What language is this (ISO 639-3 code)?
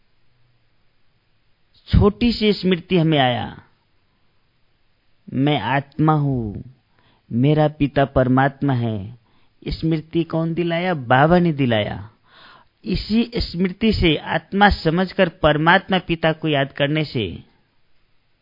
hin